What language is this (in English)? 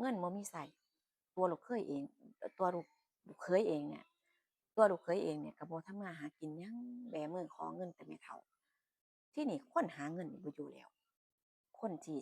Northeastern Thai